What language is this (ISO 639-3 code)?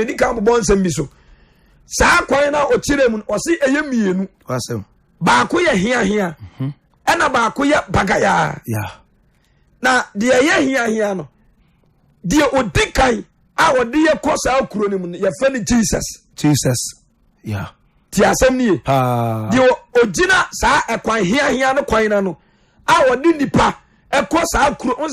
aka